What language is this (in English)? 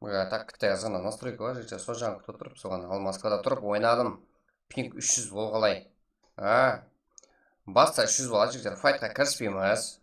Kara-Kalpak